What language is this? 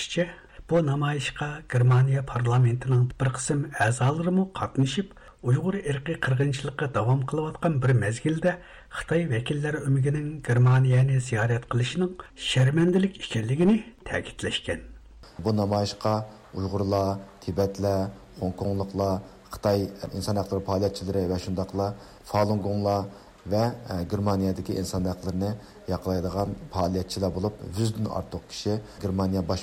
Uyghur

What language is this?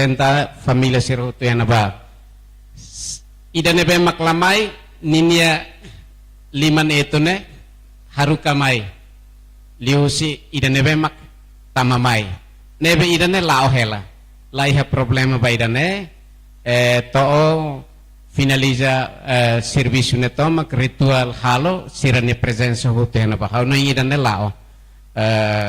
Tetum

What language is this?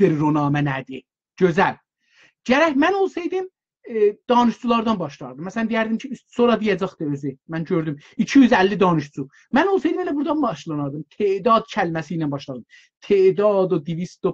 South Azerbaijani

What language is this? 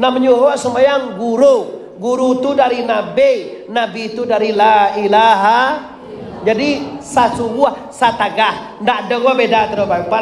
Minangkabau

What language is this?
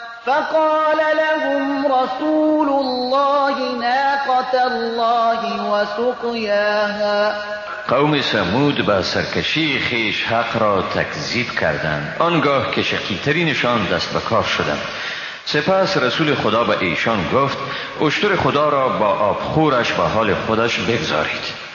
Persian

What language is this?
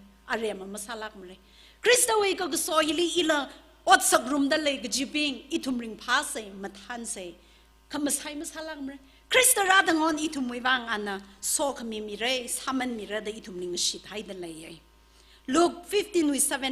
Tangkhul Naga (India)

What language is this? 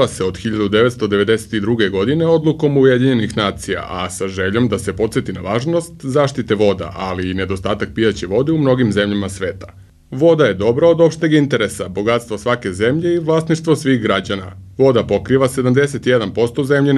Serbian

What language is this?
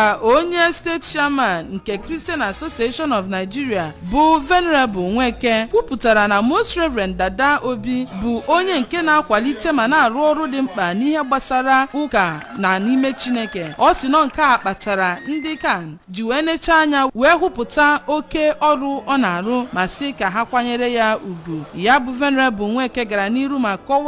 Igbo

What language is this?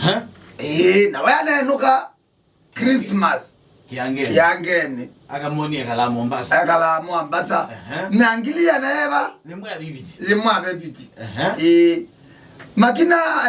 Kamba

